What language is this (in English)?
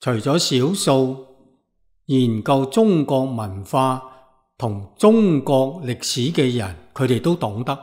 Cantonese